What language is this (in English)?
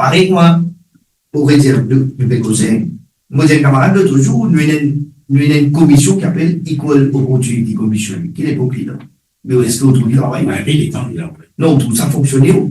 Morisyen